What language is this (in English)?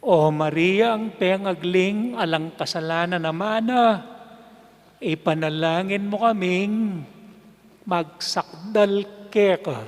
Pampanga